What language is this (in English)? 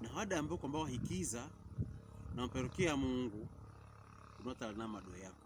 Pokomo